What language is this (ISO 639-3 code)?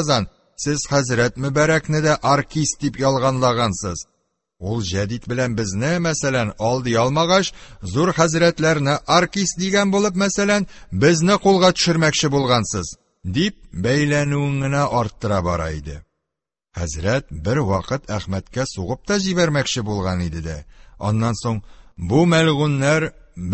tat